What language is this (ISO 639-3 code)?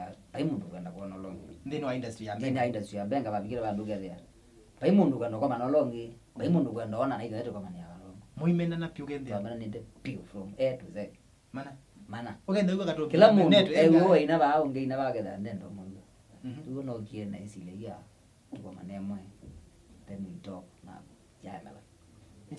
kam